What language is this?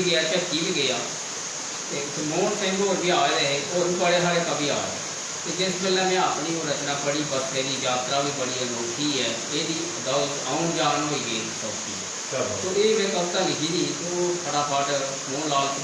Dogri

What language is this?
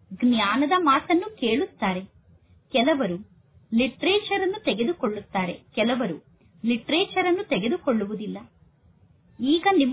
Kannada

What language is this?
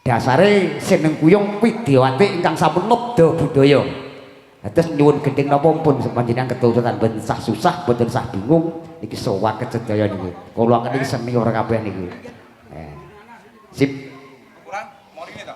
Javanese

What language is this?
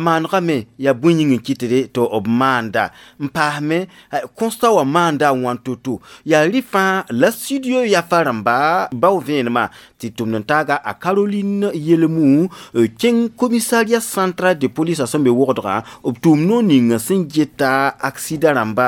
Mossi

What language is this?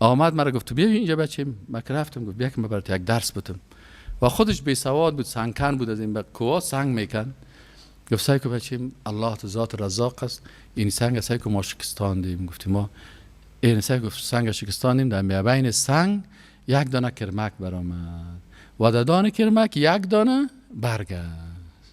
Persian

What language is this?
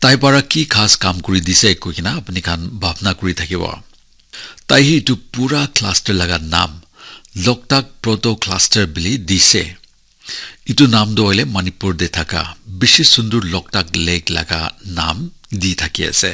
Naga Pidgin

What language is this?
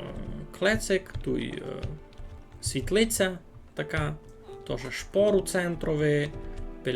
Rusyn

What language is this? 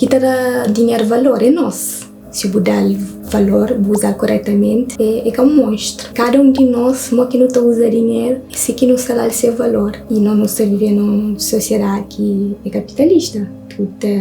Kabuverdianu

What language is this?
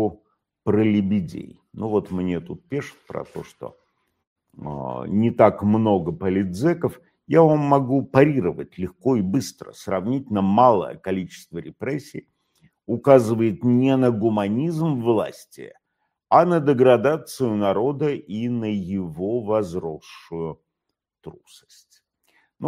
Russian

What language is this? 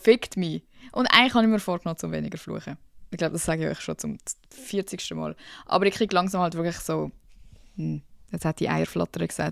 Swiss German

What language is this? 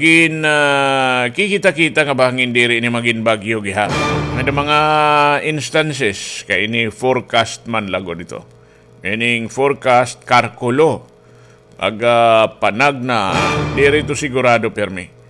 Waray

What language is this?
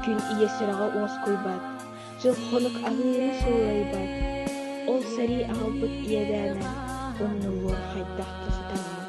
Yakut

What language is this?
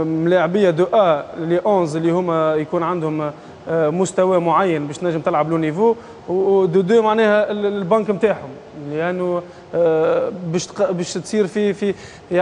Tunisian Arabic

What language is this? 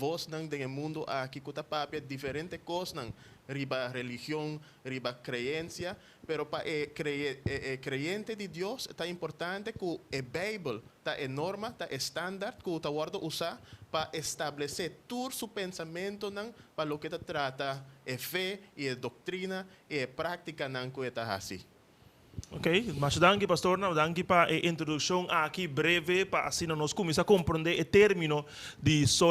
Papiamento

